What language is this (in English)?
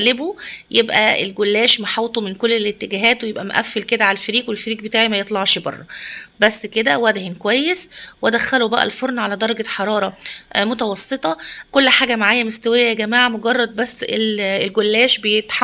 Egyptian Arabic